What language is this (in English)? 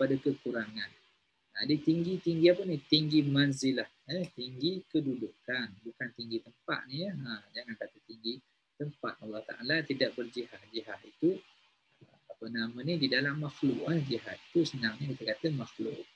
Malay